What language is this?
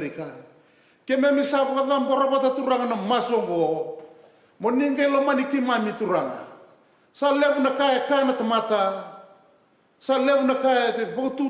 Fijian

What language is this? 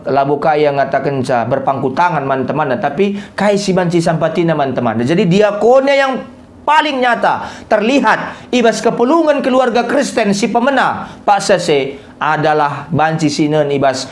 Batak Karo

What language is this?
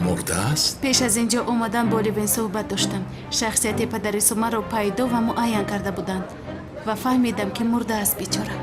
Tajik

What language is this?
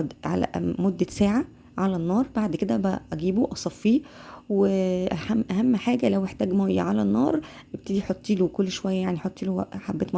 Egyptian Arabic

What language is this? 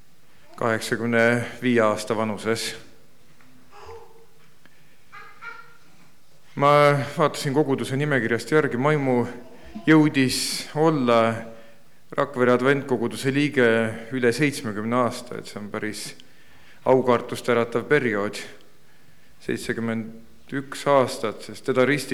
Estonian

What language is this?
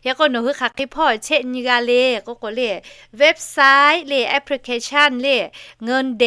Lahu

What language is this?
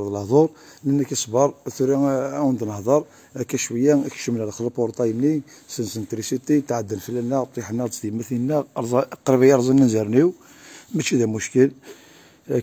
Kabyle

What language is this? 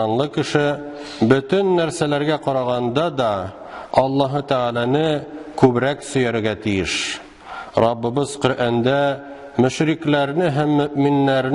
Tatar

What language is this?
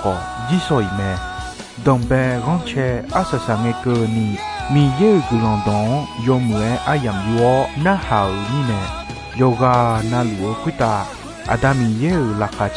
Akha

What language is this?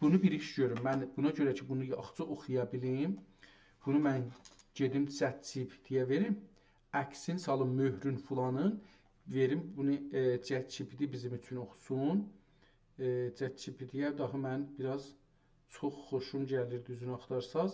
South Azerbaijani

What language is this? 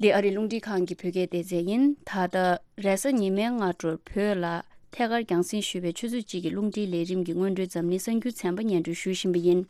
Tibetan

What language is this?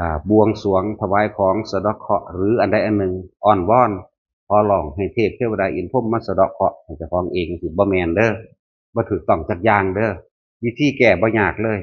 Northeastern Thai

